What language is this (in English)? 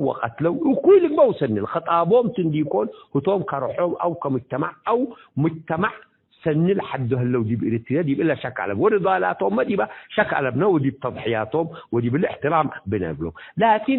Tigre